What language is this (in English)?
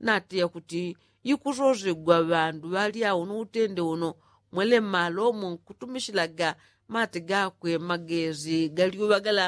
Yao